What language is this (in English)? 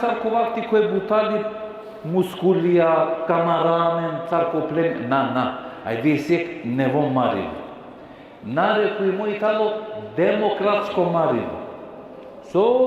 Balkan Romani